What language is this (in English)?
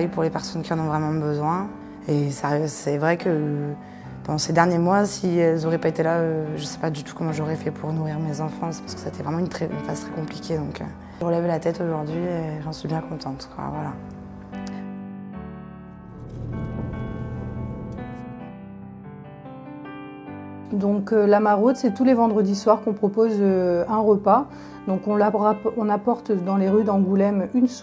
French